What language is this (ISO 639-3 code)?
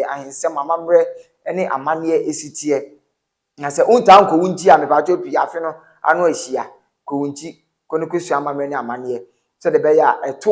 aka